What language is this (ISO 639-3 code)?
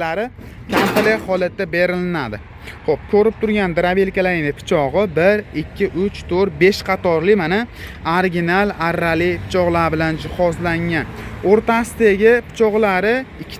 uzb